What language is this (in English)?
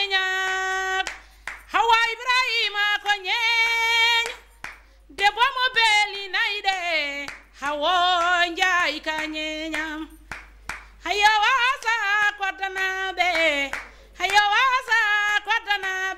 Fula